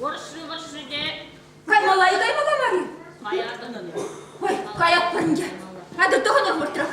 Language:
Chuvash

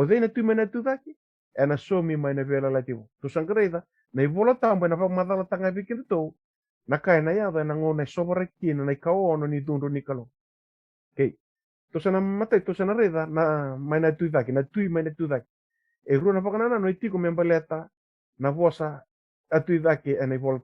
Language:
Fijian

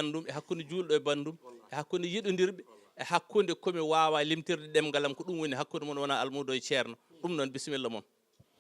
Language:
Fula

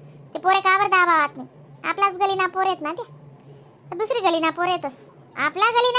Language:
Khandesi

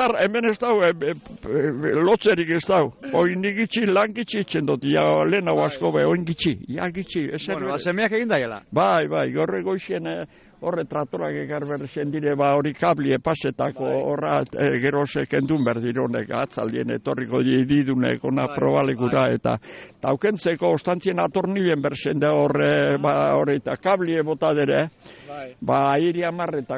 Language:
Basque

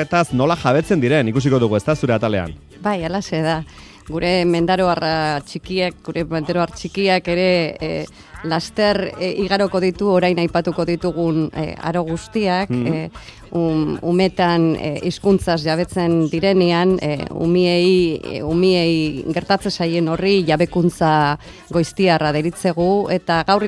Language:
Basque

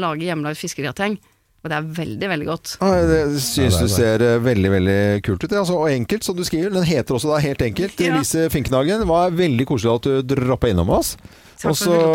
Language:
Norwegian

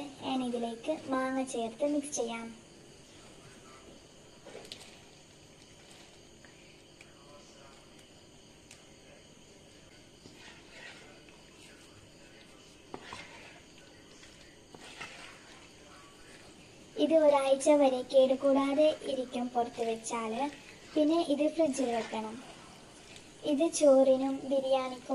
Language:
Malayalam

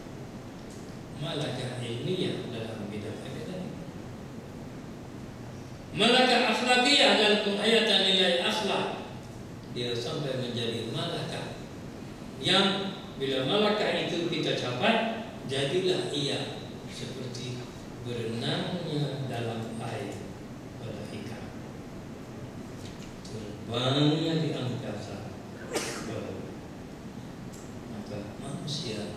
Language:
Malay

